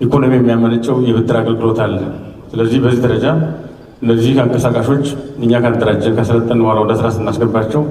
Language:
Amharic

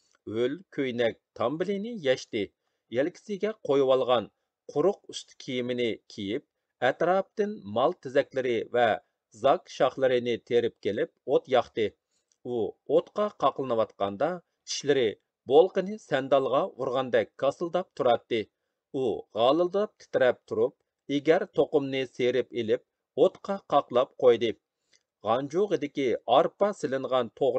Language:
Uyghur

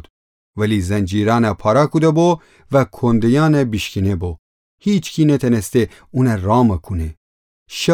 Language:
Gilaki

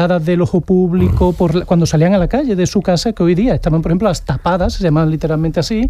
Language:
Spanish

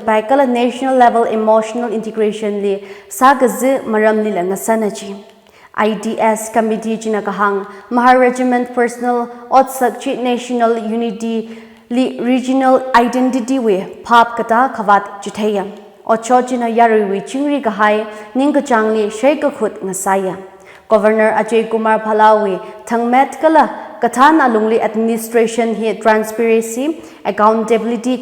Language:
Tangkhul Naga (India)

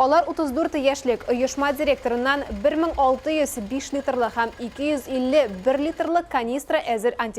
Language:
Tatar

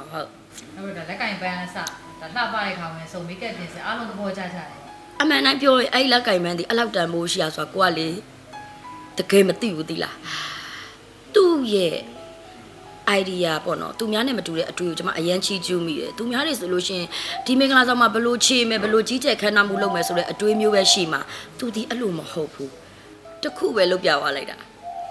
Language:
Burmese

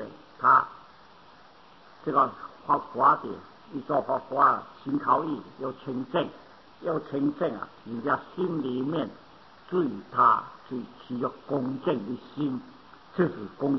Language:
Chinese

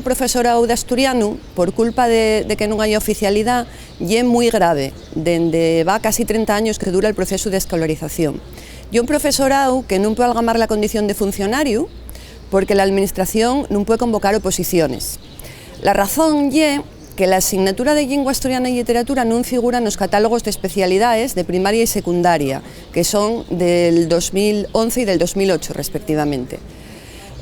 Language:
Asturian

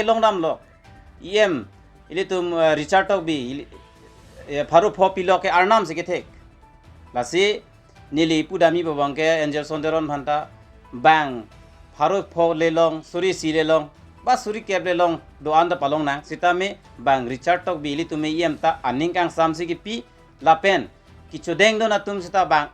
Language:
Karbi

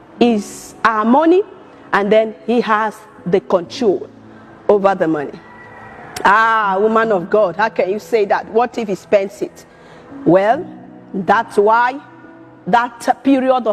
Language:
Nigerian Pidgin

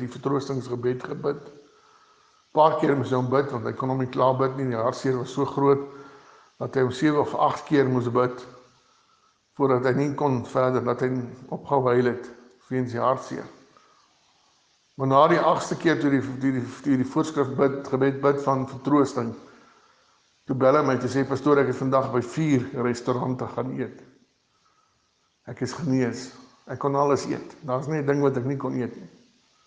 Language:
Afrikaans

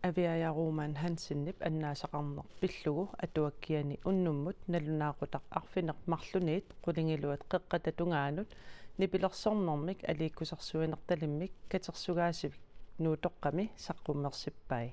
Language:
Kalaallisut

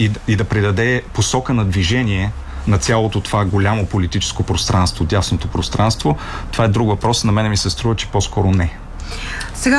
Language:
Bulgarian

